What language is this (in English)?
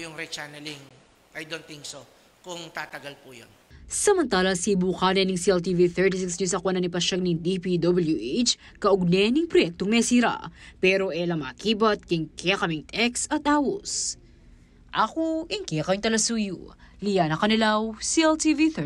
Pampanga